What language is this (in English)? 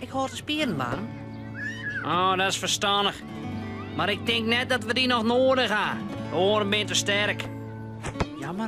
Western Frisian